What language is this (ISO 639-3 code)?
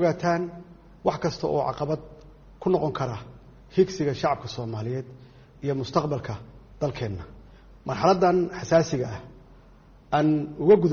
som